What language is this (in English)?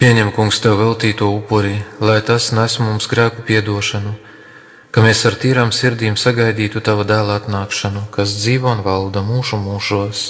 Latvian